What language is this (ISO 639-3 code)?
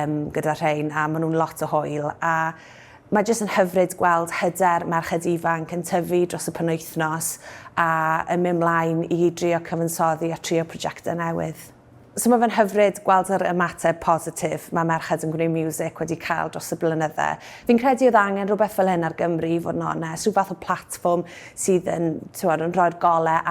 cym